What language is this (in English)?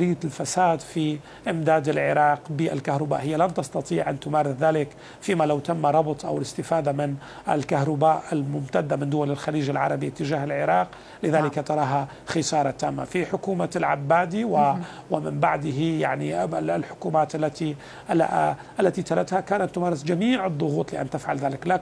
Mesopotamian Arabic